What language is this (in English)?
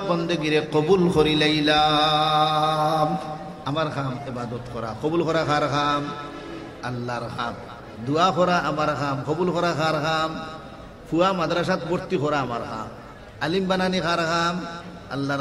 Sylheti